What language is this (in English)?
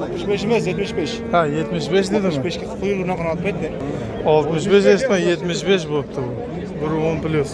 Uzbek